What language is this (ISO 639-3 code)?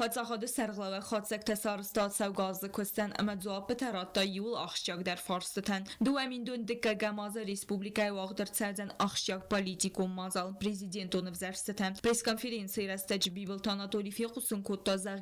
oss